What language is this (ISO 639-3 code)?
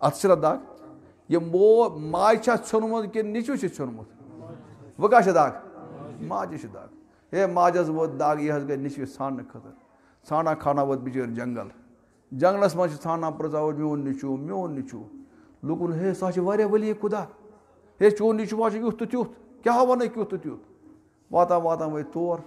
kas